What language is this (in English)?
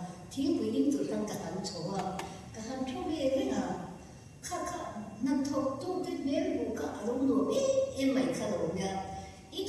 Mizo